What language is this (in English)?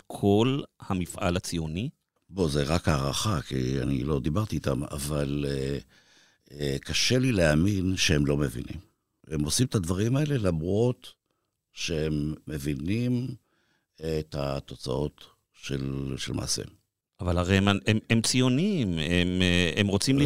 Hebrew